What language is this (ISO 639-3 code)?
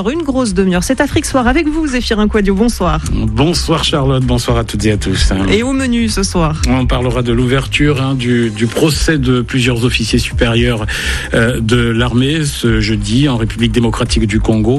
fra